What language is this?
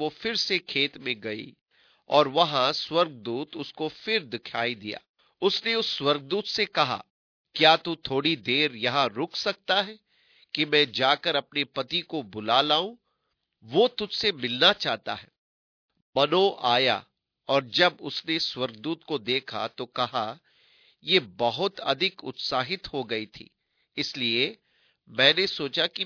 Hindi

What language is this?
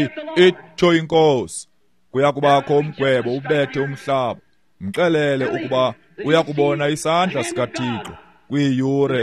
Xhosa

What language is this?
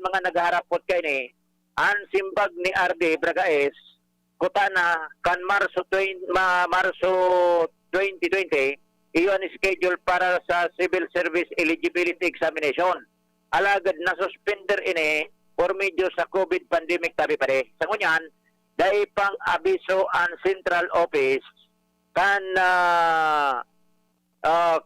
Bikol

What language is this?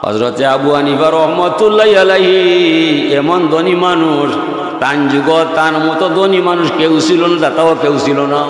Sylheti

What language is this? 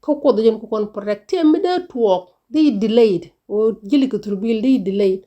Nuer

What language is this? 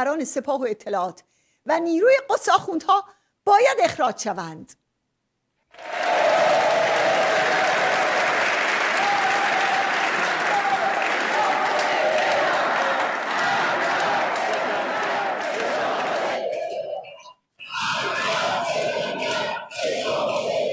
Persian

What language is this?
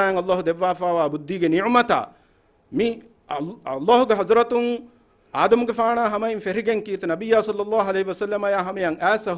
Divehi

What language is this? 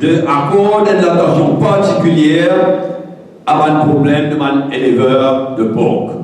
Morisyen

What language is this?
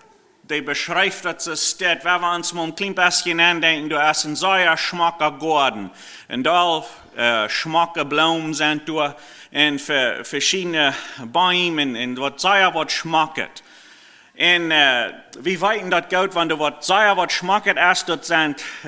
Plautdietsch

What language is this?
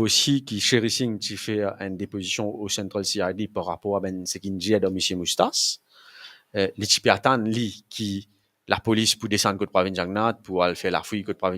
Morisyen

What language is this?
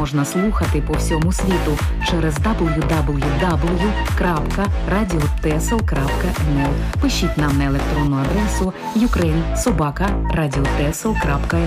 Ukrainian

